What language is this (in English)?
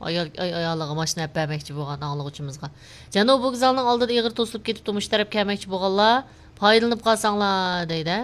Uyghur